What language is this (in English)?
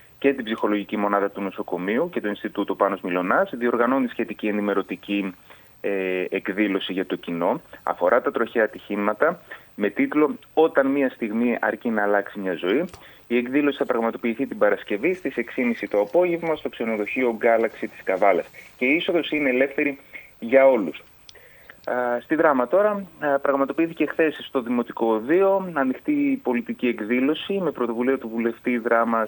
Greek